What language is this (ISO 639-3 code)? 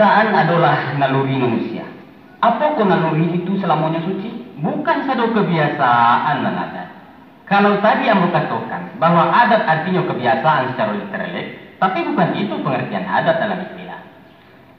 min